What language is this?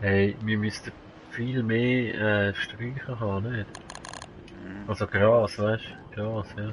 Swiss German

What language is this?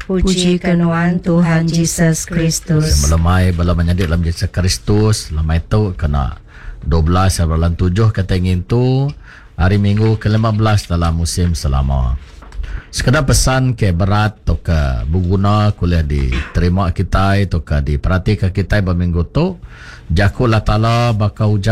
Iban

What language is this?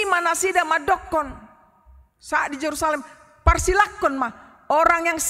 Batak Toba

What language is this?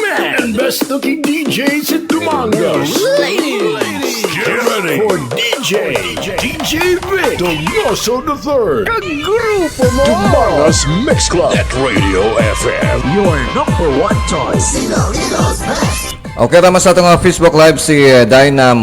Hiligaynon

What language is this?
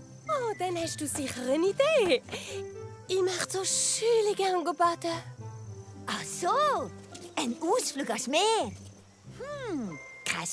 Swiss German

